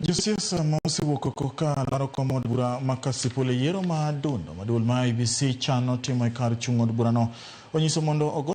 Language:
Luo (Kenya and Tanzania)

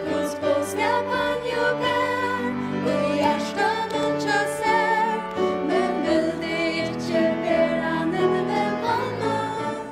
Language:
Faroese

